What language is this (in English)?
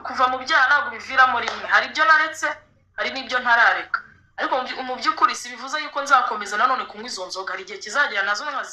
Kinyarwanda